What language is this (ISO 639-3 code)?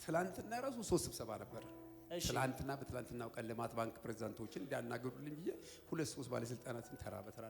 amh